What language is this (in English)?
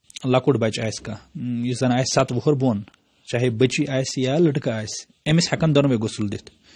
Kashmiri